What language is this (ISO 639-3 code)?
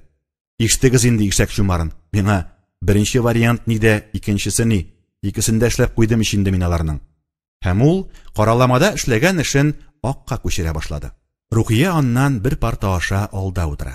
tat